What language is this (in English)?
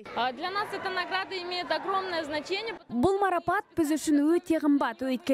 Kazakh